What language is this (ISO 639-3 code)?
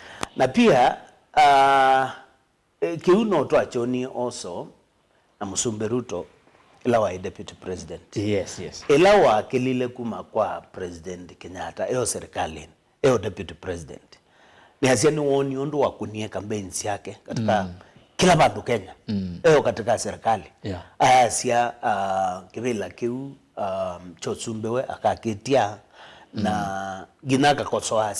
kam